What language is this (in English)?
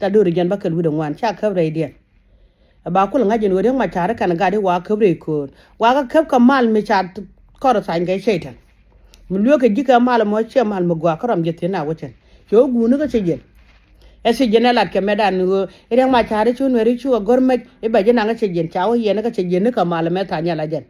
Nuer